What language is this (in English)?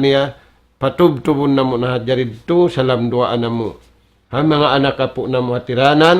Tausug